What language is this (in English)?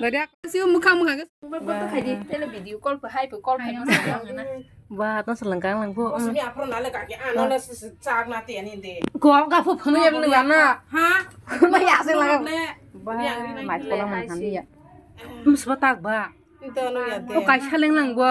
Kok Borok